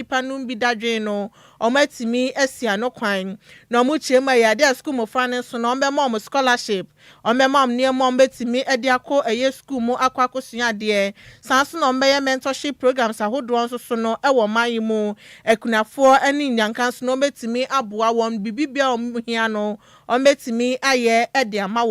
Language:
Akan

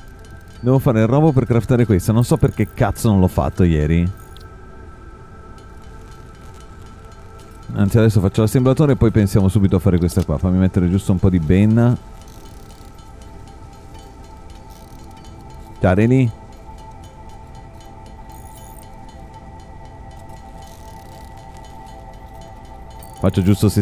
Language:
Italian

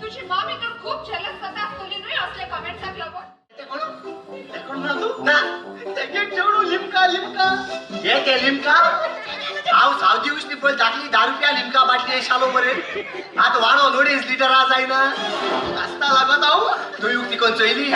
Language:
Konkani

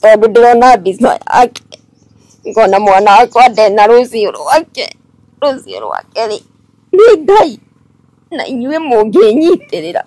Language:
Kikuyu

